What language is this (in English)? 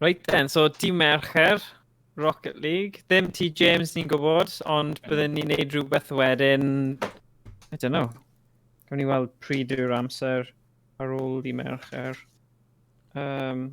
Welsh